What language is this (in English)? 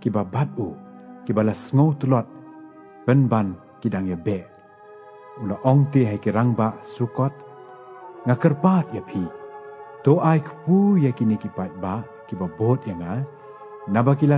Khasi